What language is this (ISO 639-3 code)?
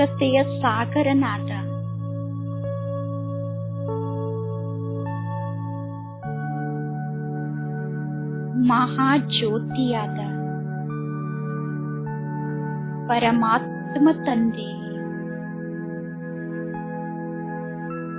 kan